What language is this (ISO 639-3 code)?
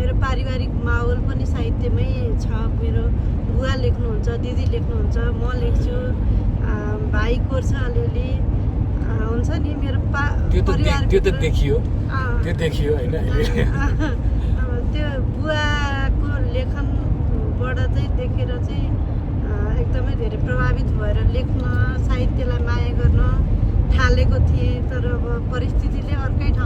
nep